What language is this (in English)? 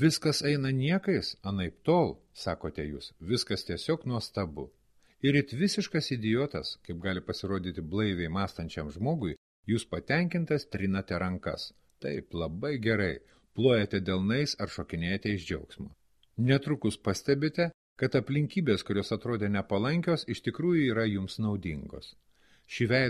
Lithuanian